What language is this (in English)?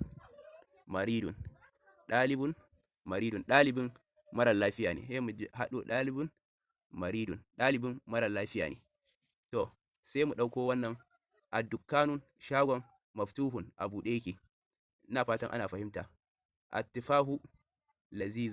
Hausa